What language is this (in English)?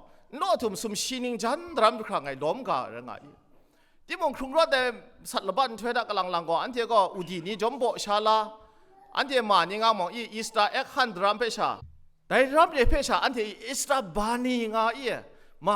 Kachin